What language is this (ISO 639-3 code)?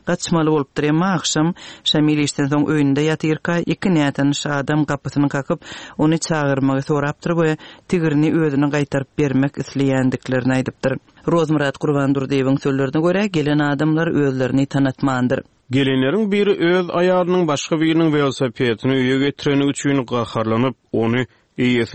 tuk